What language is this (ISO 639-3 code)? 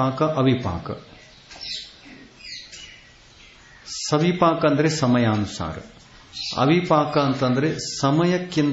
kan